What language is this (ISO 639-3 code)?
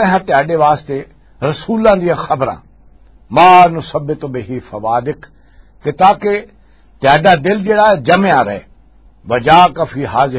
lah